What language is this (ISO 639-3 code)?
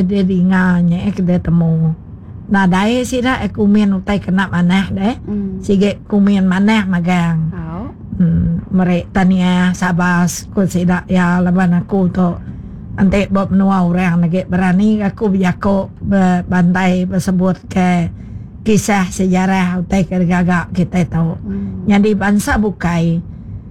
iba